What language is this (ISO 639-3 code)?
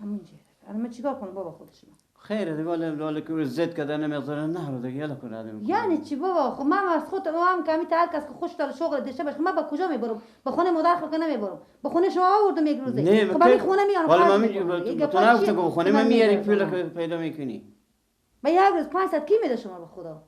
fas